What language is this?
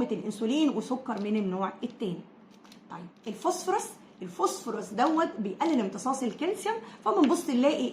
Egyptian Arabic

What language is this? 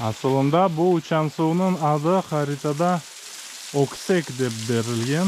Crimean Tatar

